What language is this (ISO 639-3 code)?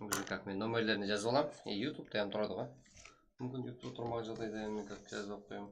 kaa